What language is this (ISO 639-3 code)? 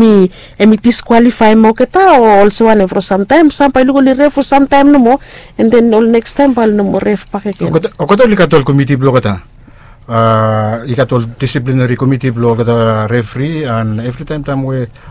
bis